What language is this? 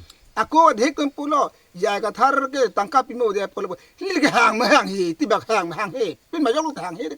Karbi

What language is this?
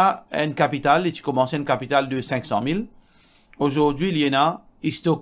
Morisyen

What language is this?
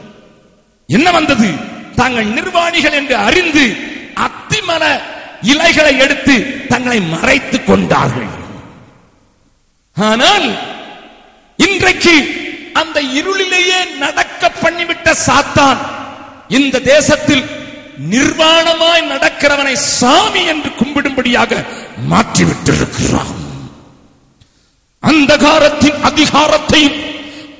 Tamil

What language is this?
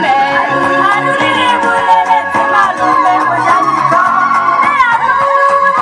Tswana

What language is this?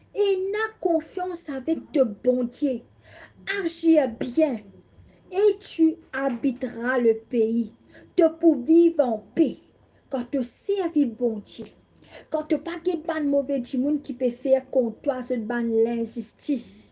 Morisyen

